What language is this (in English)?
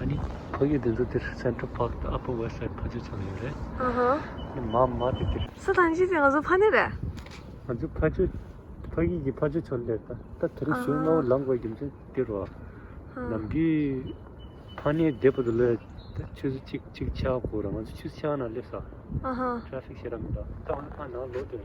Tibetan